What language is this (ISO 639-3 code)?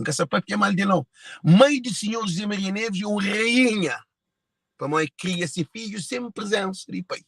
kea